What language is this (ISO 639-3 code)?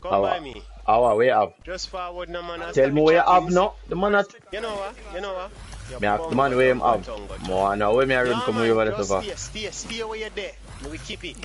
jam